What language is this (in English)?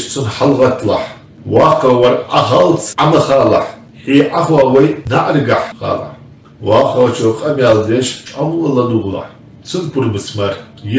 Ingush